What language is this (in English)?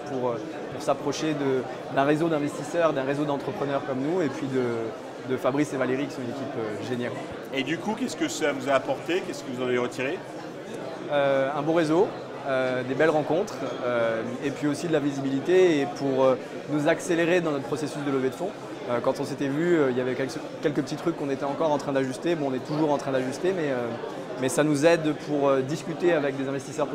French